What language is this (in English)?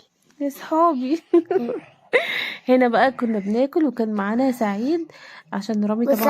Egyptian Arabic